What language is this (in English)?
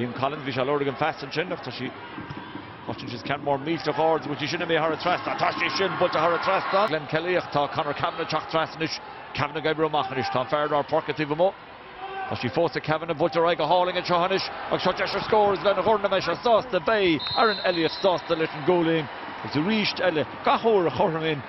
Irish